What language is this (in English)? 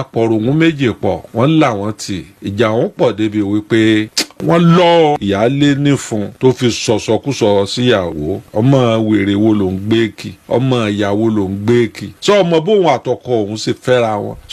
Yoruba